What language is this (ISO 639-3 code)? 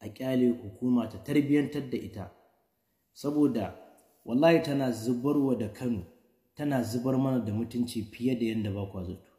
hau